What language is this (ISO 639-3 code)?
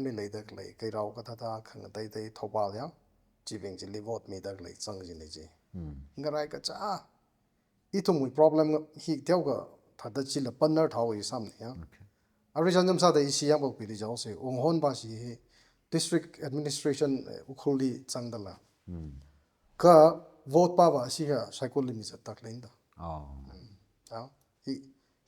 nmf